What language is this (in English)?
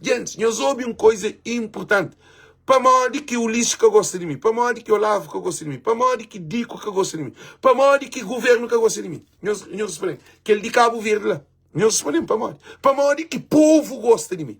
Kabuverdianu